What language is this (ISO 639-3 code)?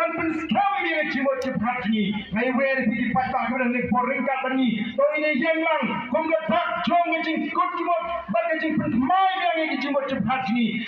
kha